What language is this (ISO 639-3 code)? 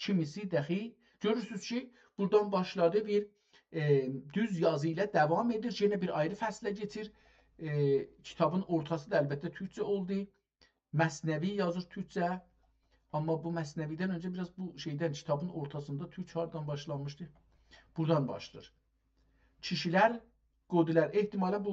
azb